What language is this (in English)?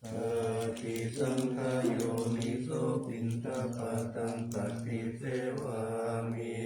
Pali